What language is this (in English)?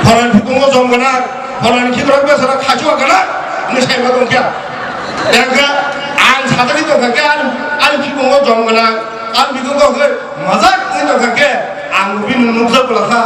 Kok Borok